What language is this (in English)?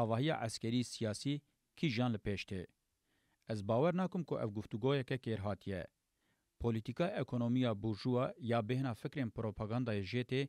Kurdish